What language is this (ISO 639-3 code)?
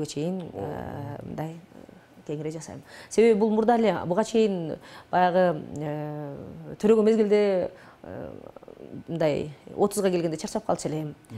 kir